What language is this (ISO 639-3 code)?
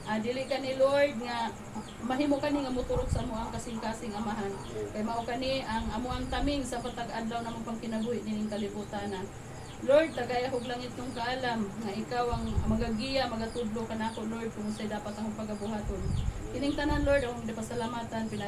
ceb